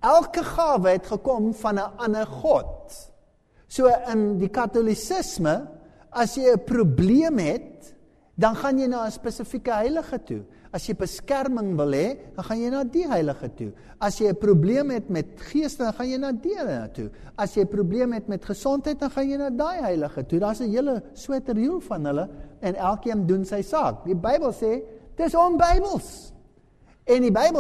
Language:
Afrikaans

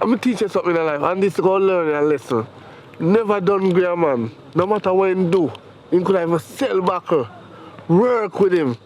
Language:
Jamaican Creole English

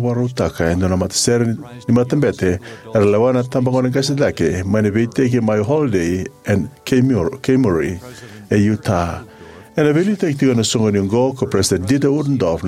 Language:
Fijian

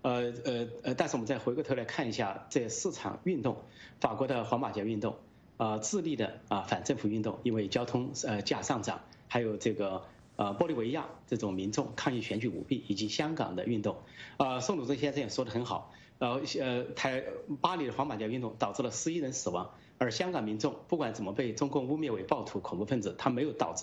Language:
Chinese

